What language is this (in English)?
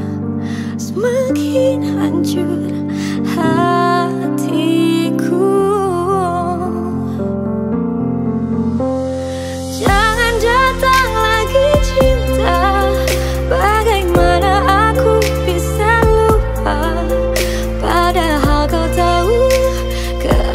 Indonesian